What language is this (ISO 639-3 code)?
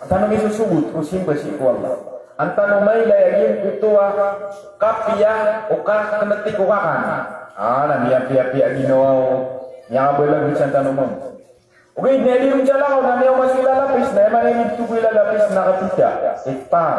mrw